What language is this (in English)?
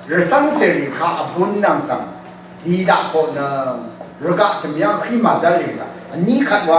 Rawang